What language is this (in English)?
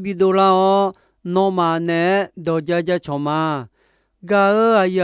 Akha